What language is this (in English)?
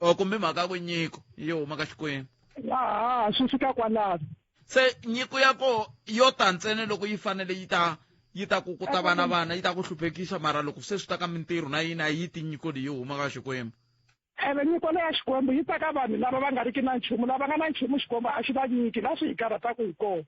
Tsonga